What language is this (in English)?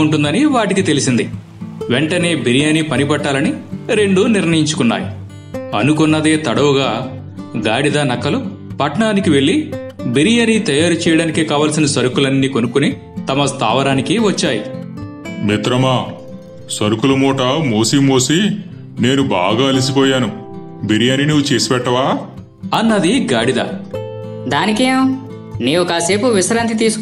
Telugu